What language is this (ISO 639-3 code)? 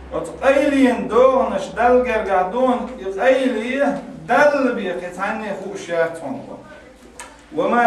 che